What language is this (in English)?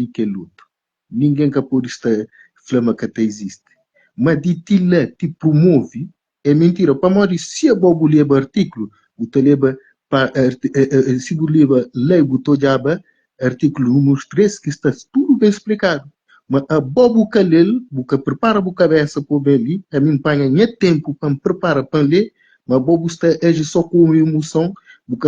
Kabuverdianu